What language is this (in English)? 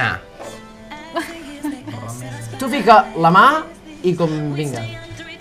Catalan